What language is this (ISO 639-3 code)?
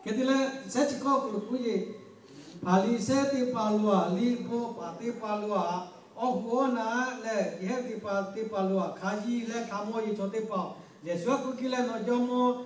lhu